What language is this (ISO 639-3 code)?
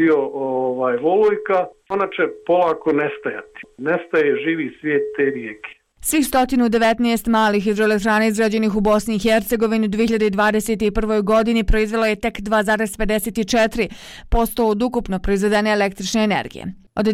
bos